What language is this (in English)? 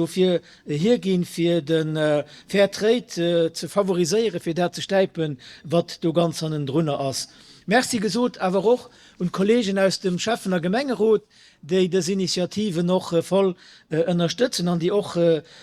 Luxembourgish